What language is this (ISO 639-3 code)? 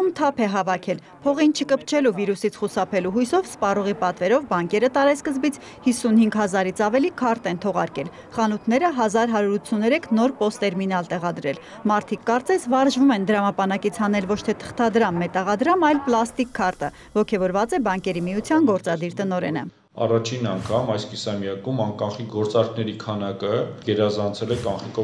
hye